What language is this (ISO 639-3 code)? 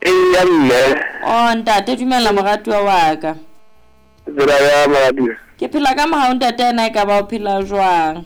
sot